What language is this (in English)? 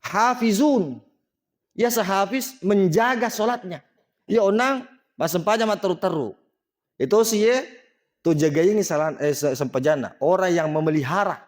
Buginese